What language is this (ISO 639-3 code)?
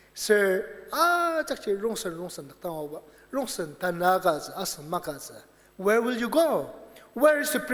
njo